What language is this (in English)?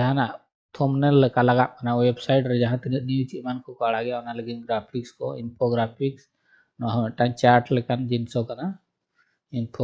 Santali